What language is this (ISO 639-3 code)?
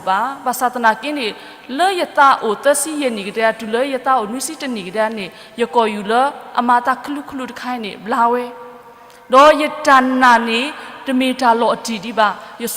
ksw